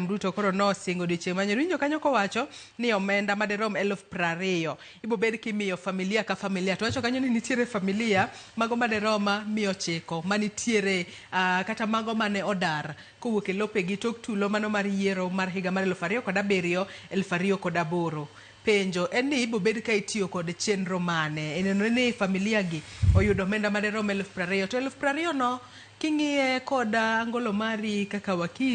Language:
Luo (Kenya and Tanzania)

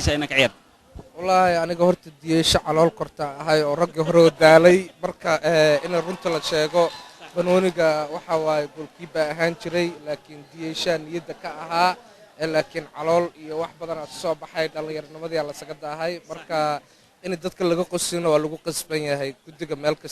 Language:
Somali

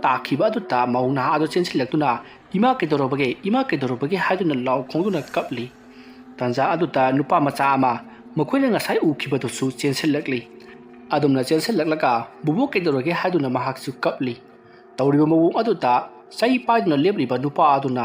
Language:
Manipuri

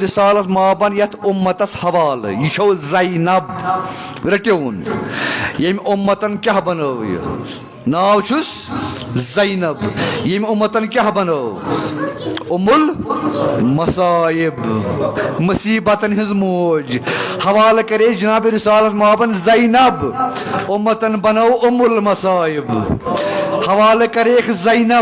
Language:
Kashmiri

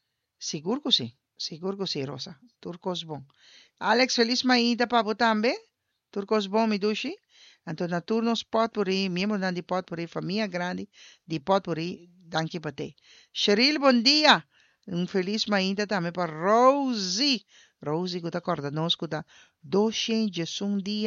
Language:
Papiamento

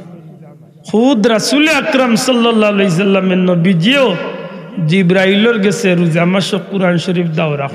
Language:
Sylheti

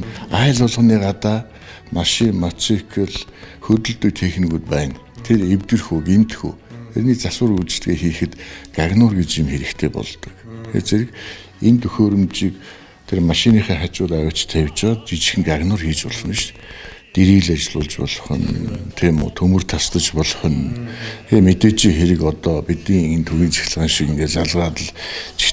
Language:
Mongolian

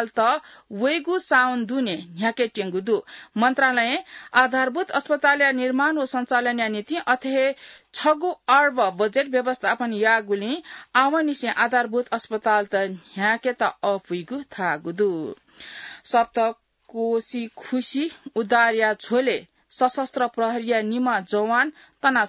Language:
Newari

